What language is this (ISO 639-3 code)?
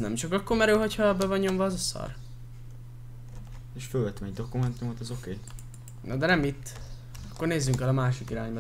hun